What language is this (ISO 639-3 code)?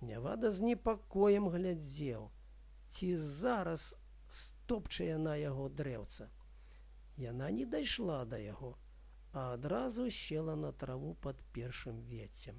bel